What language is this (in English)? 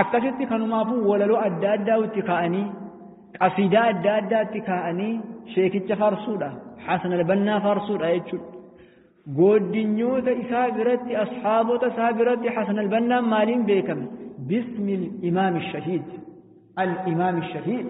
Oromo